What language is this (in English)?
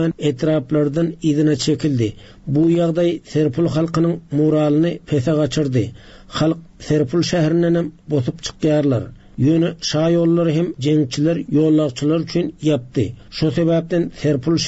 Turkmen